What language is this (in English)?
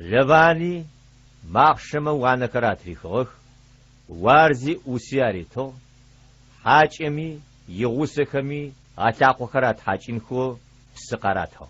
Adyghe